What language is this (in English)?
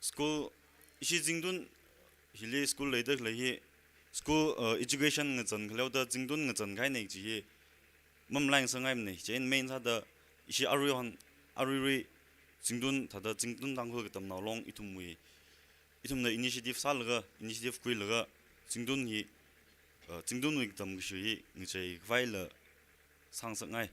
Tangkhul Naga (India)